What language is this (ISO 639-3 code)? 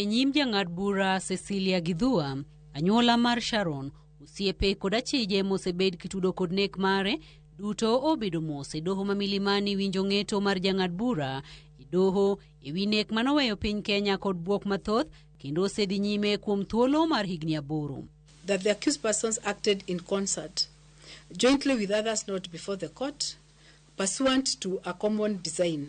luo